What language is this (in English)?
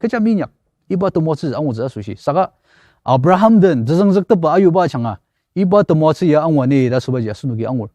Ao Naga